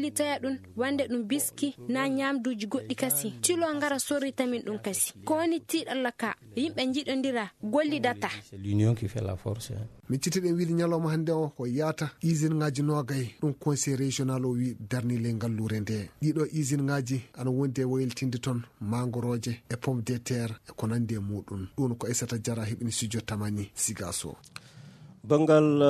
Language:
Fula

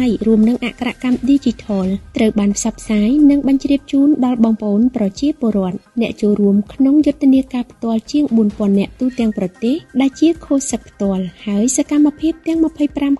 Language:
Khmer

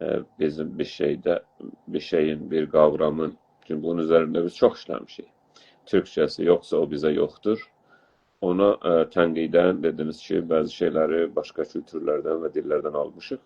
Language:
South Azerbaijani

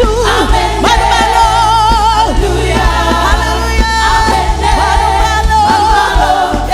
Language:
Samoan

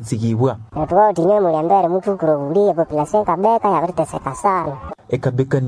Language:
Nande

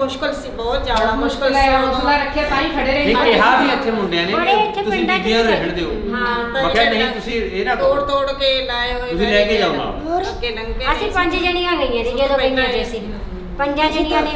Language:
Punjabi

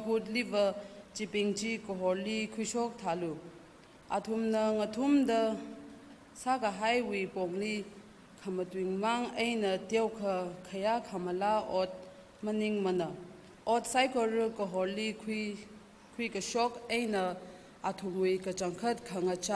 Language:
Tangkhul Naga (India)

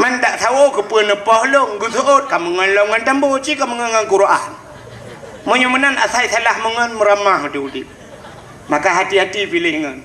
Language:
Achinese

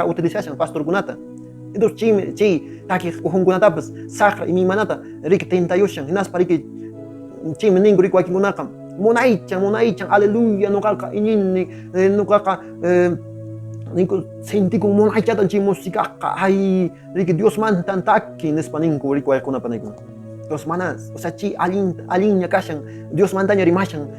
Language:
Quechua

